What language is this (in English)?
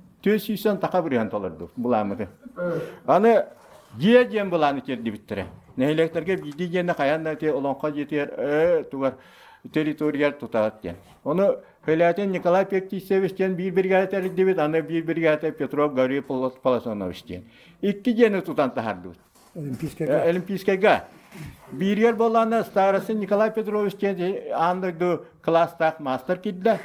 Yakut